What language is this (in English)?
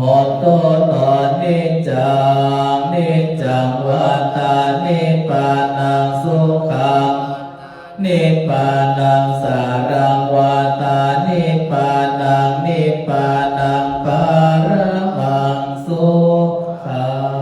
Pali